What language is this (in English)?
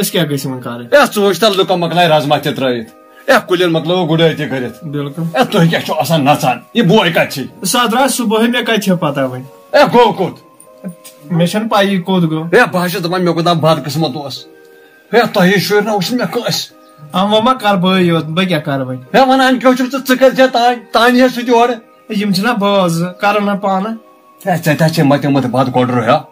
Kashmiri